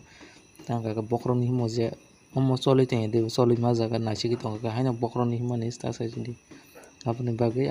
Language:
Kok Borok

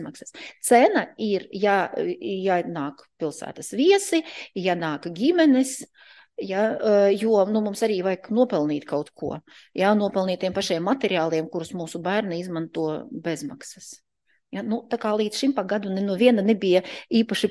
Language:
Latvian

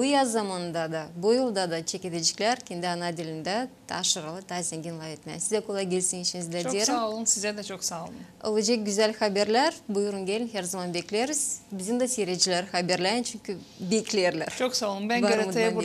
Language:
Gagauz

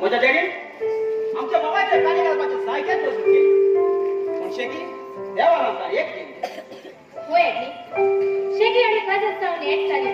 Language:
Konkani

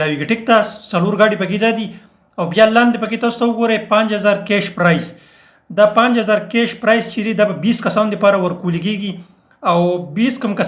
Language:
Pashto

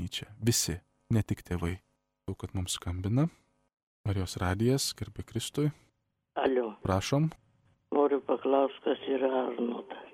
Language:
Lithuanian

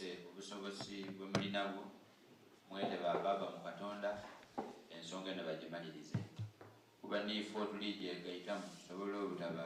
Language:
Soga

